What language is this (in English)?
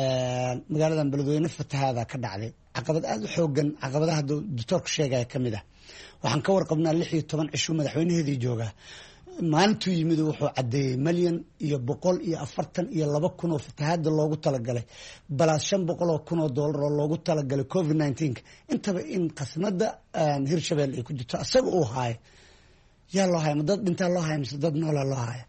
Somali